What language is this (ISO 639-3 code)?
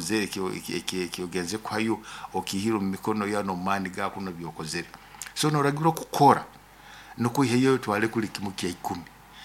nyo